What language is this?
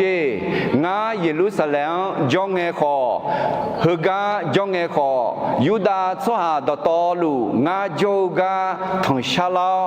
Akha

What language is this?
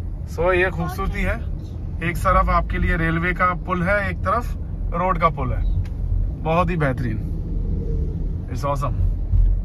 Hindi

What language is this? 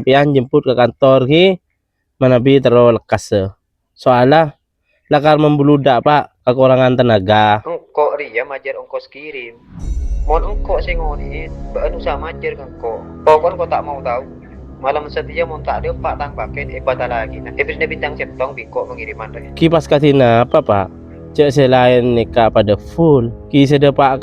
Madurese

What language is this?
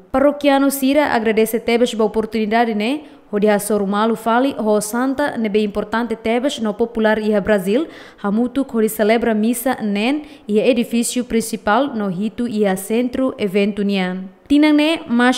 Tetum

